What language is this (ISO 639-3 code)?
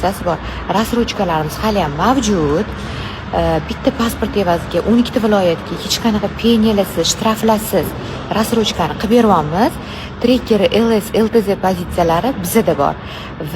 uzb